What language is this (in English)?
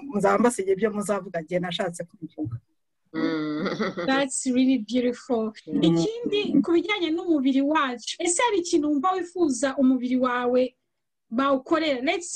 Kinyarwanda